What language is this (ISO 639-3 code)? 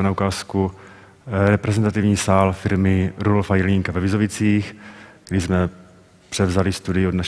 ces